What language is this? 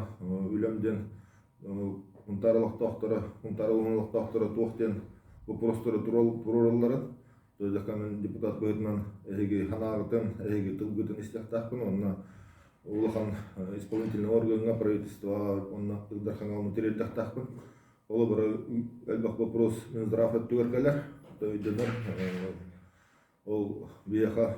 Yakut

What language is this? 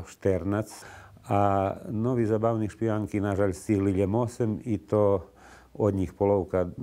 Rusyn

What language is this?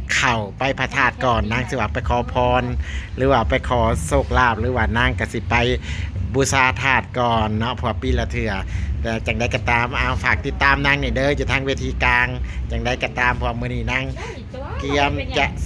Lao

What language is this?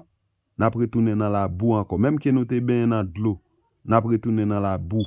Haitian Creole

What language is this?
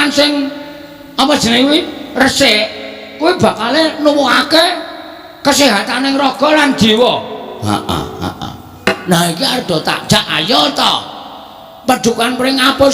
Javanese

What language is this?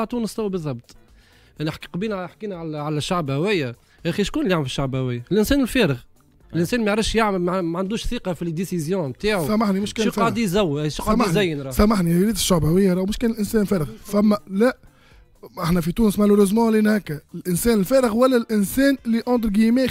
Tunisian Arabic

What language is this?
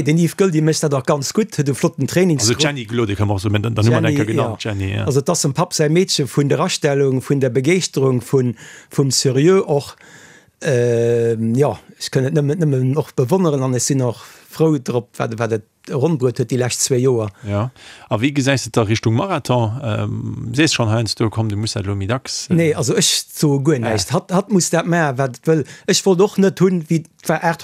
Luxembourgish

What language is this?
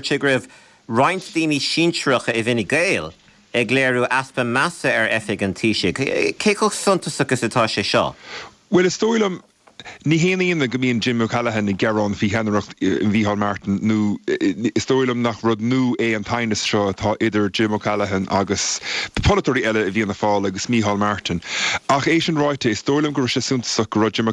Irish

